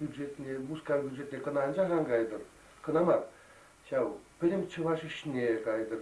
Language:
Chuvash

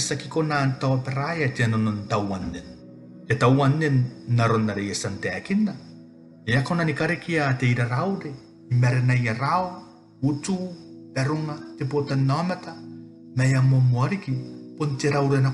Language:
Gilbertese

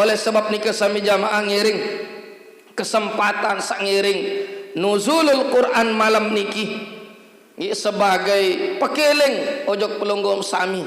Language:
Sasak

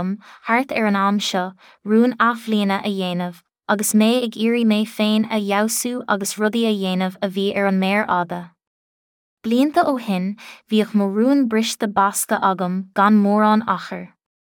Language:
Irish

